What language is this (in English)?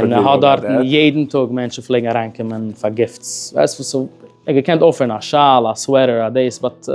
Yiddish